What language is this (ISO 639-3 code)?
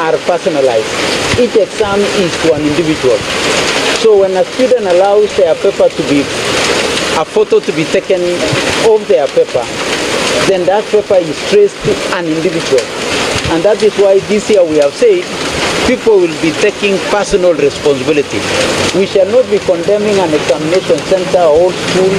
guz